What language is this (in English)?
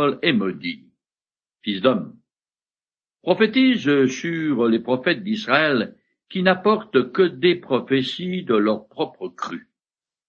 French